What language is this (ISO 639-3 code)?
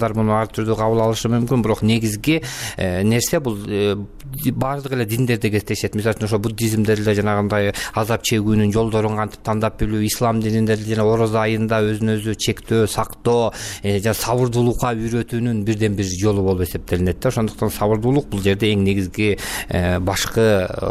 kir